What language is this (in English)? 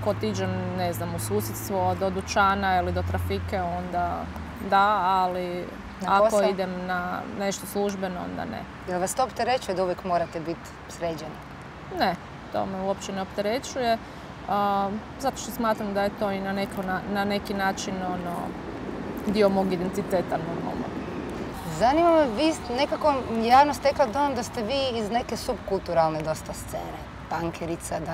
Croatian